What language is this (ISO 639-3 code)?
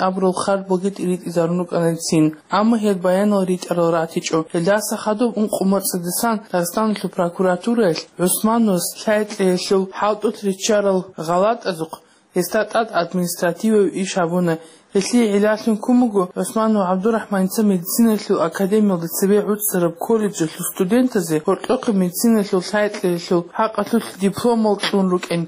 ava